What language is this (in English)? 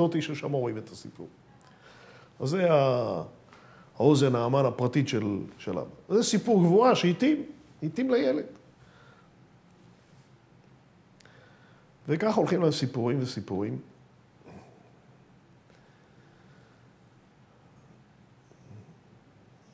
Hebrew